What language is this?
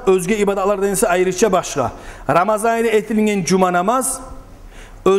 Kumyk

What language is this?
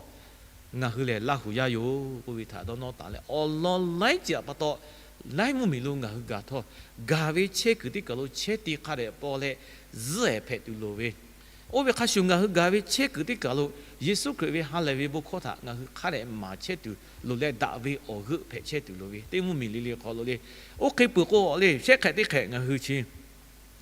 Lahu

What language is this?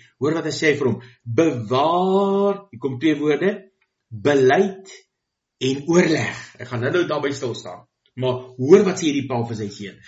Afrikaans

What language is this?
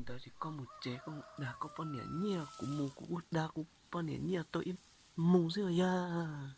Hmong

